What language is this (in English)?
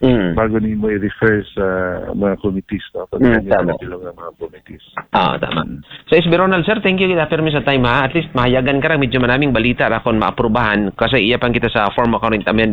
Aklanon